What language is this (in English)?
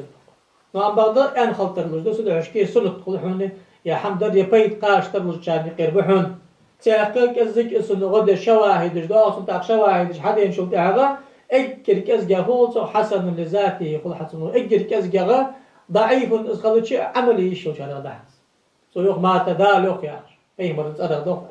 Ingush